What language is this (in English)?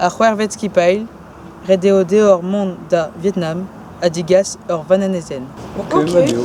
Breton